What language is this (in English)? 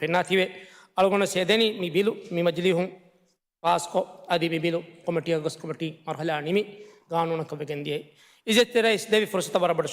Divehi